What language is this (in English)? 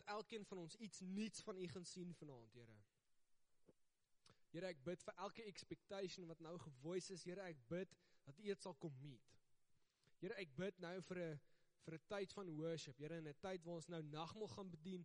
Afrikaans